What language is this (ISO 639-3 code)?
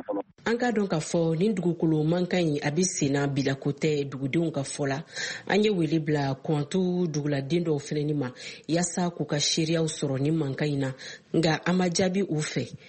bam